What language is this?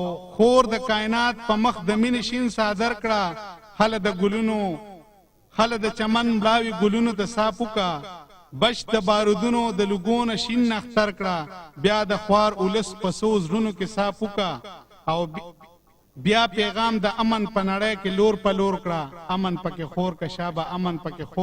Pashto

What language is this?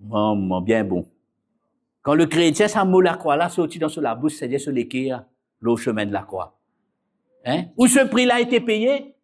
Morisyen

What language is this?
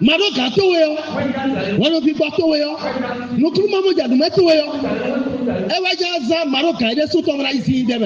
Fon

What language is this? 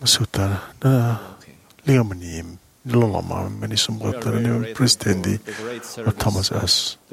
Fijian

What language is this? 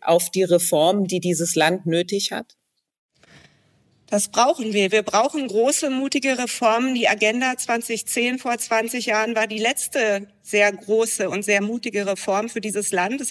German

